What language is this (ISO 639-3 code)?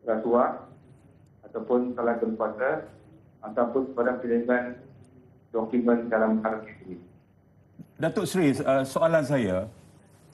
msa